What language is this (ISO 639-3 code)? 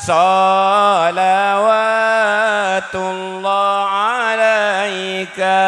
mad